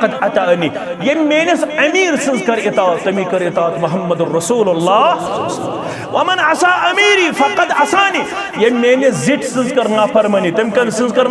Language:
Kashmiri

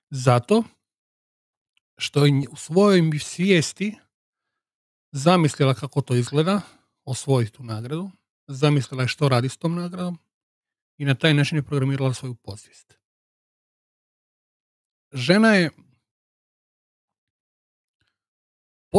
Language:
Croatian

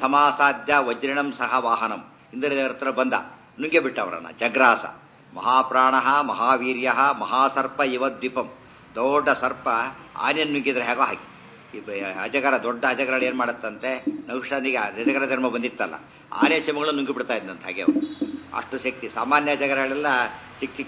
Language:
Kannada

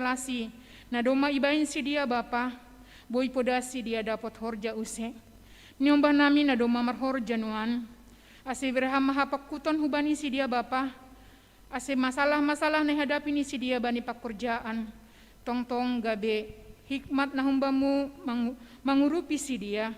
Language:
Batak Simalungun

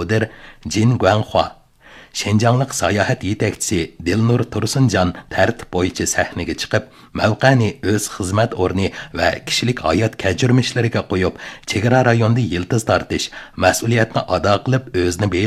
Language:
Uyghur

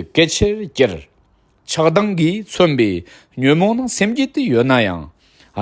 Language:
Tibetan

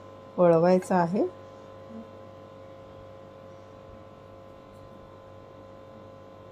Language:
Marathi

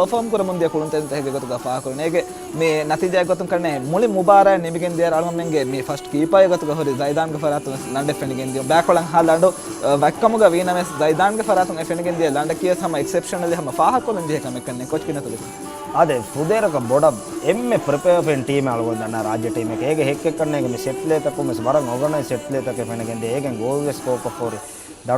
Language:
Divehi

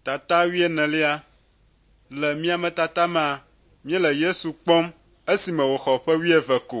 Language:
Ewe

